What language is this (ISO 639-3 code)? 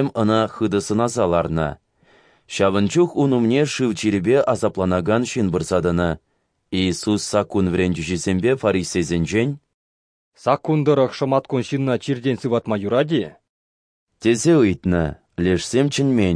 chv